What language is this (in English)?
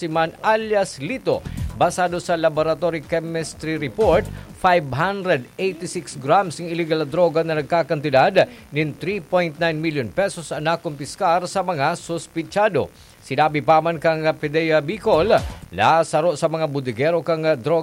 Bikol